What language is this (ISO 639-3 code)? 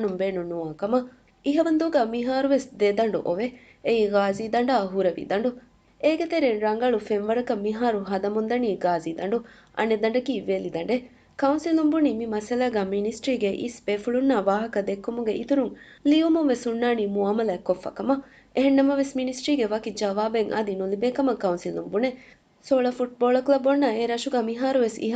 div